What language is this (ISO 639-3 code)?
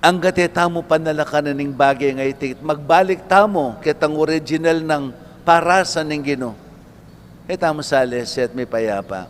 pam